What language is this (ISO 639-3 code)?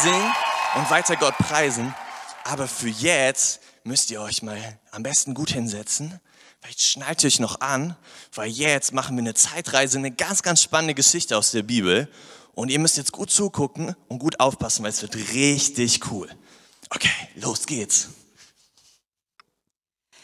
deu